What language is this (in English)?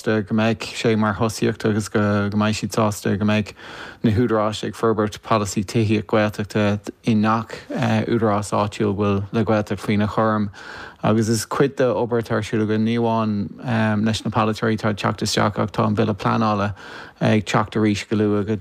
Irish